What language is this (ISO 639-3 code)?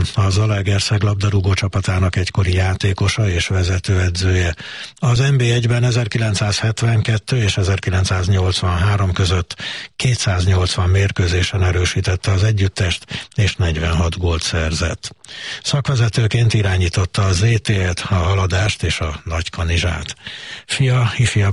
hun